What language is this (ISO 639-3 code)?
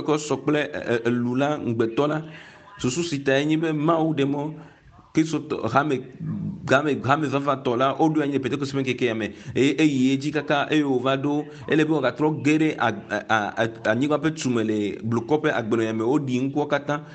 ewe